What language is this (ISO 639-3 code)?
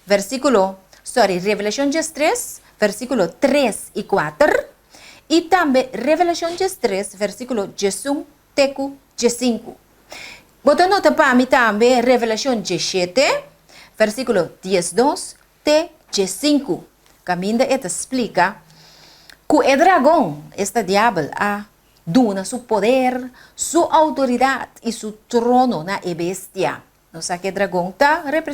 pap